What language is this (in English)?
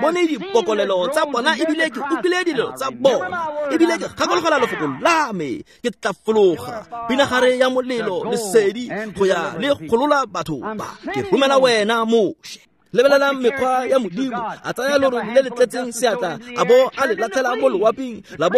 Tswana